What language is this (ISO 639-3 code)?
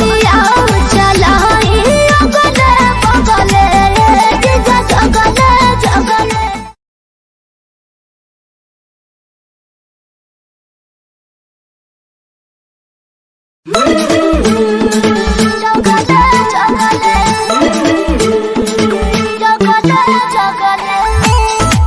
bho